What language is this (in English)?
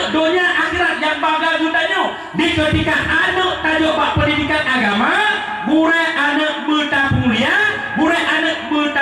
Achinese